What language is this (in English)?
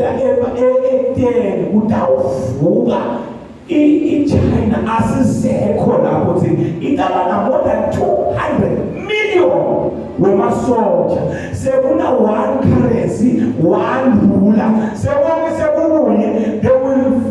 Zulu